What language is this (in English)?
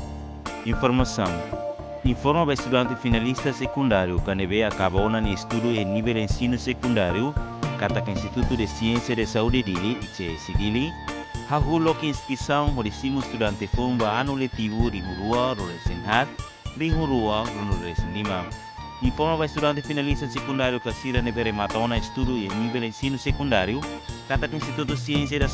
Tetum